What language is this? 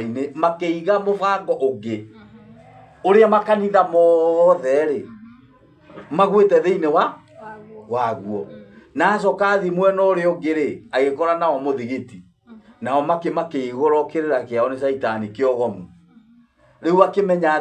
Kikuyu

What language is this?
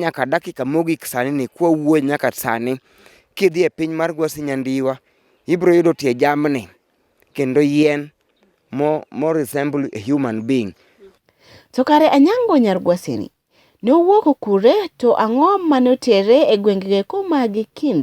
Luo (Kenya and Tanzania)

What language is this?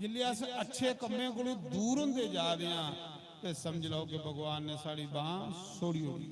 Dogri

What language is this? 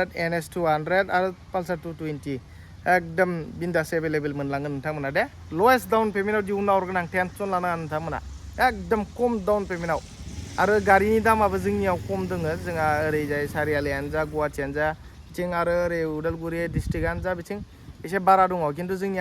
Bodo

